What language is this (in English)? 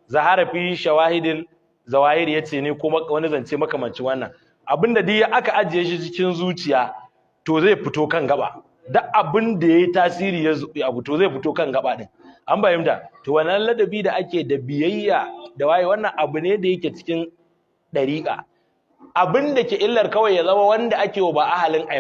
Hausa